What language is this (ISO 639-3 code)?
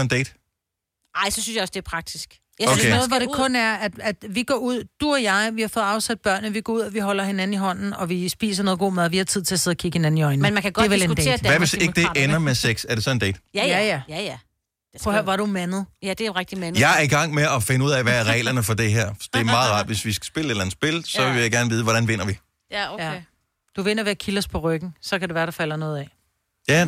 dan